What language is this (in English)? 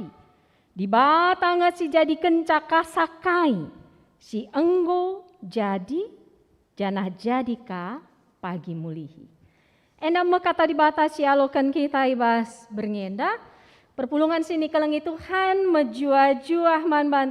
Batak Karo